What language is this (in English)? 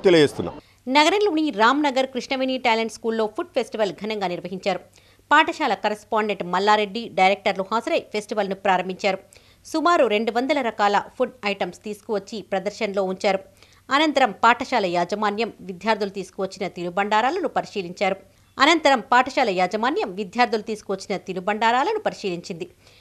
Telugu